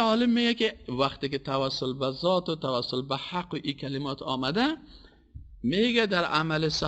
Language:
Persian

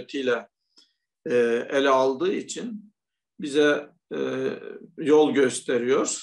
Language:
Turkish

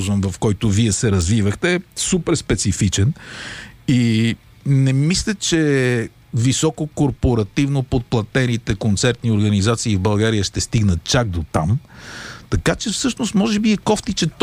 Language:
Bulgarian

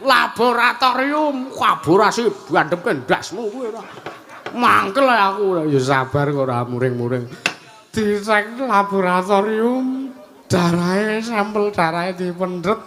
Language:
Javanese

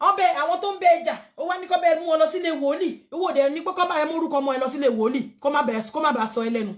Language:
Yoruba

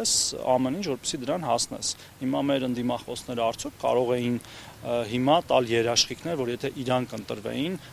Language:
Armenian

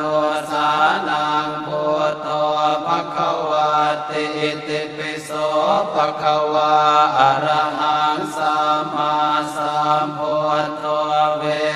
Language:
Pali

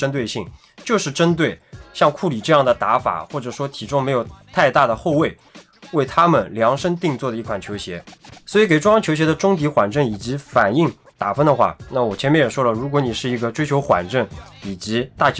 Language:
Chinese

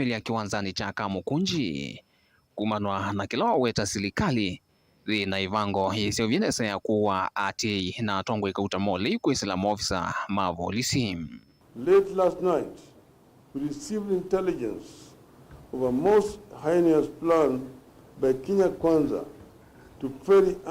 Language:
Kamba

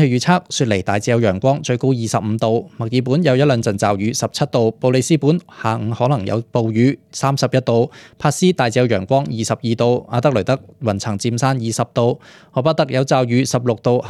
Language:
Cantonese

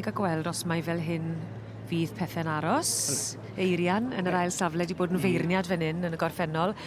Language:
Welsh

